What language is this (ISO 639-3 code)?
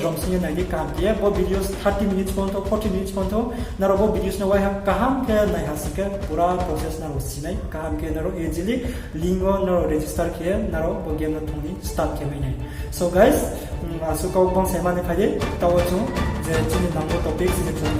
ria